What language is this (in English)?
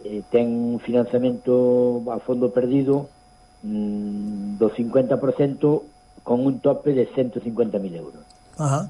Galician